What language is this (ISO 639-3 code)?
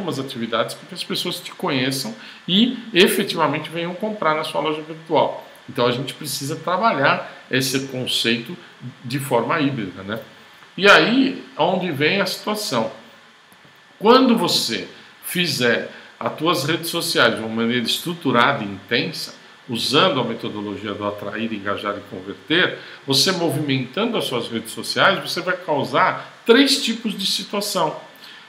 por